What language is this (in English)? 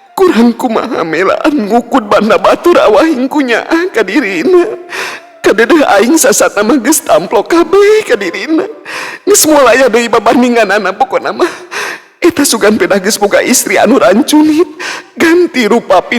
Sundanese